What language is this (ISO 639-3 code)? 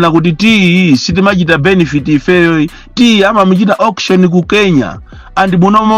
nya